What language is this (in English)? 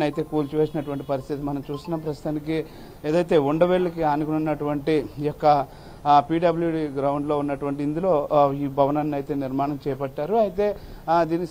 Telugu